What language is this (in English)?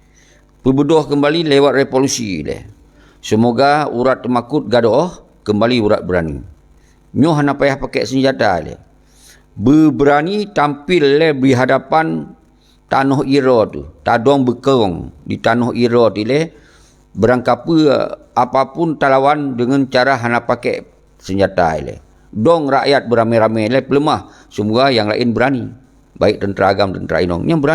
Achinese